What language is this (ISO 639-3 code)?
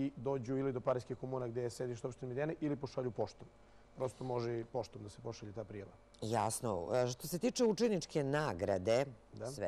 srp